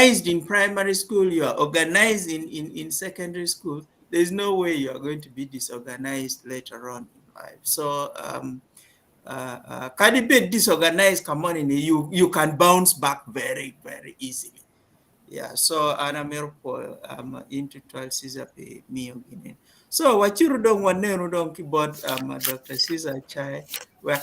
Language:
Acoli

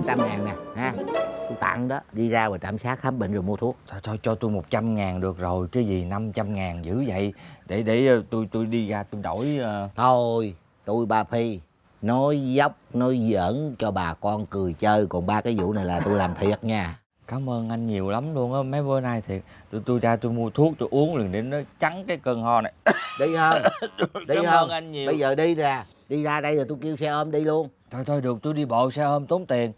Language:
Vietnamese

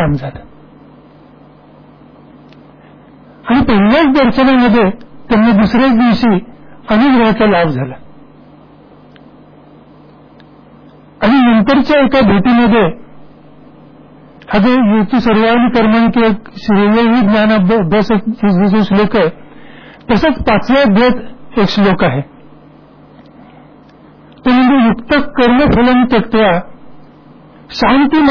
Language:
Marathi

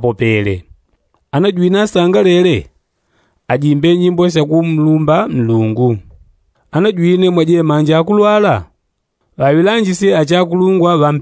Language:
Yao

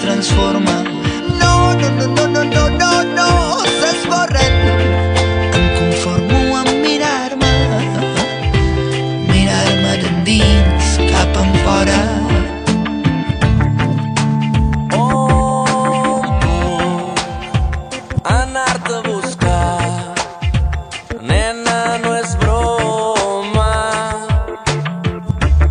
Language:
Catalan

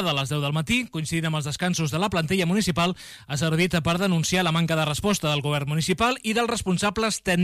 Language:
Catalan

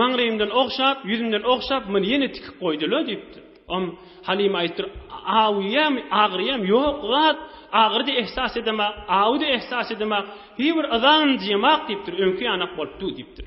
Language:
Turkmen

